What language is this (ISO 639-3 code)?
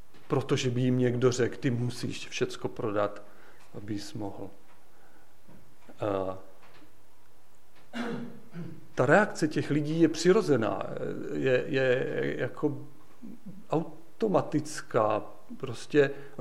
ces